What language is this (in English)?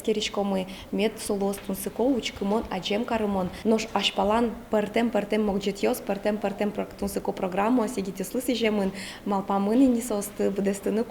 Udmurt